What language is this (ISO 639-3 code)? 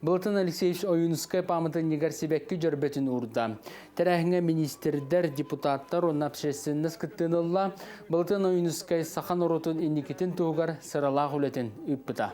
sah